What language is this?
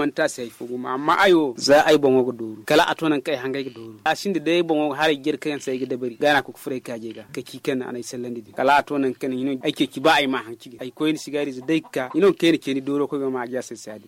Zarma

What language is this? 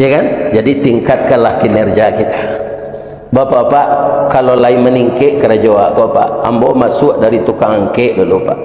Minangkabau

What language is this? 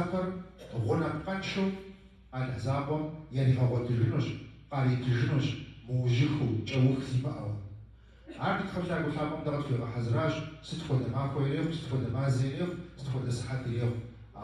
Kabardian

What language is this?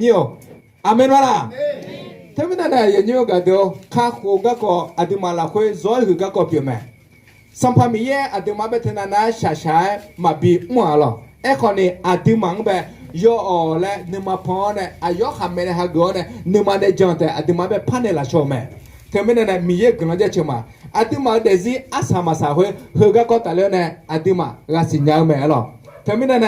Akha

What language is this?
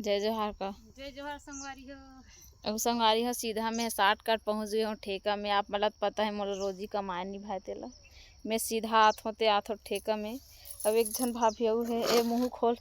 Chhattisgarhi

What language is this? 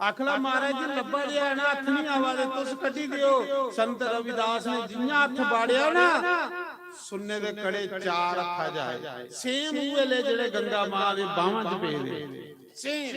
Dogri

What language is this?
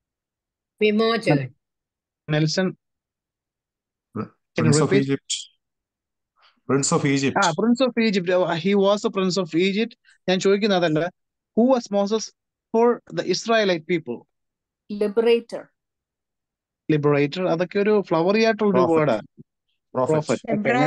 Malayalam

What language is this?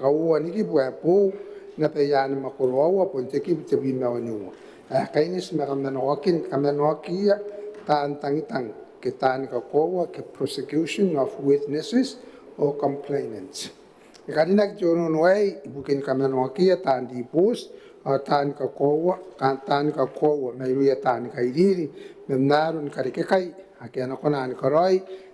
Gilbertese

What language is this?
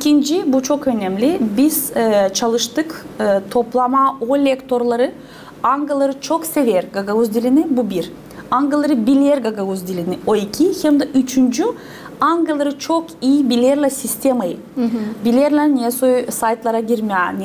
Gagauz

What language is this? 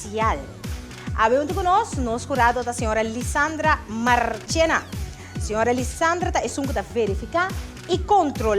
Papiamento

